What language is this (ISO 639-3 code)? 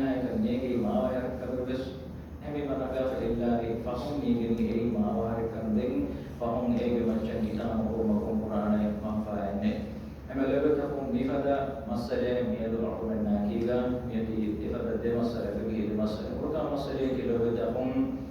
div